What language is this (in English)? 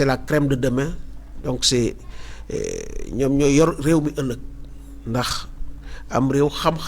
Wolof